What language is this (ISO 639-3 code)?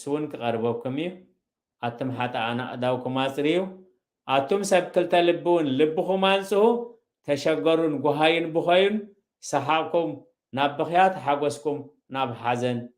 tir